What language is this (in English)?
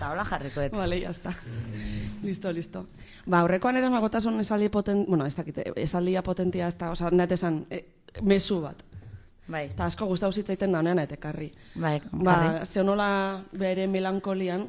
Basque